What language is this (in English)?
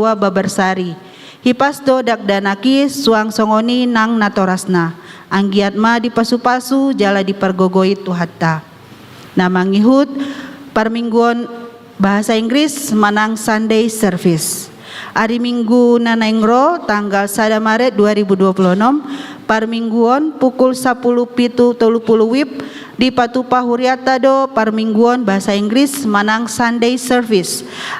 Batak Toba